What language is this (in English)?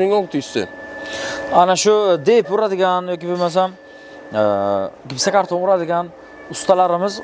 Uzbek